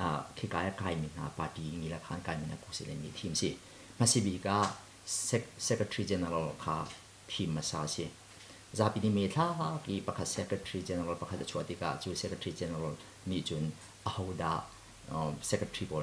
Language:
Hakha Chin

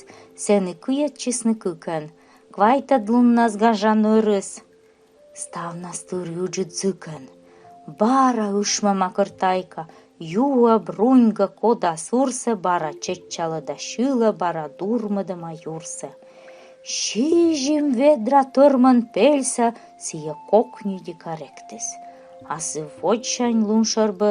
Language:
Komi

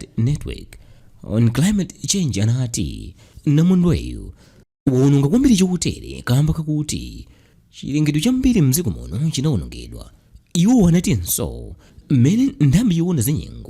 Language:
Nyanja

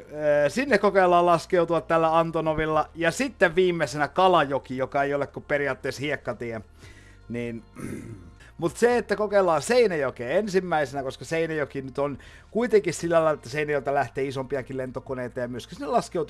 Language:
Finnish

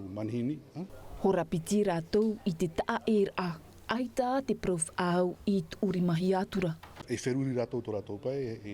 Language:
Tahitian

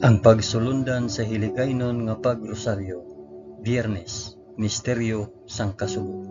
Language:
Hiligaynon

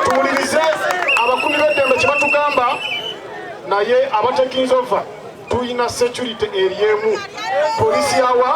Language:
Nyankole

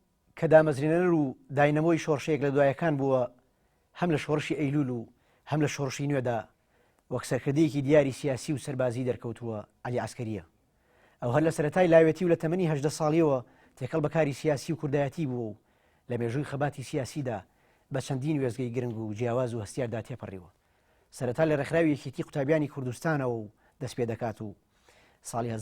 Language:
Central Kurdish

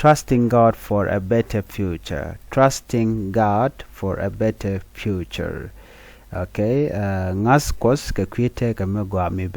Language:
Nuer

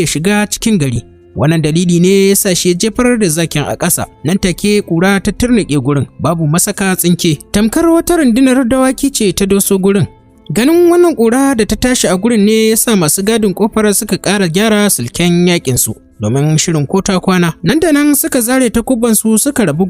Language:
Hausa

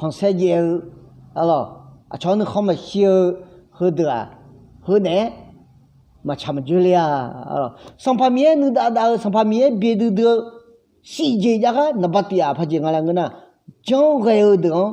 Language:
Akha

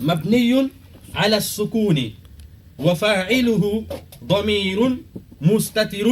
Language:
Fula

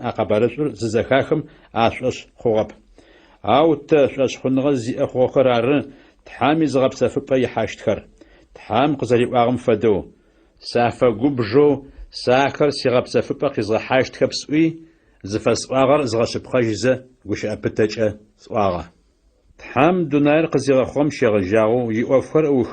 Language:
Adyghe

